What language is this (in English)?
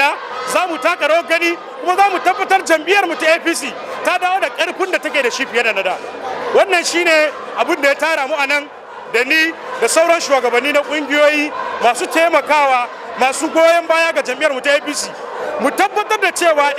Hausa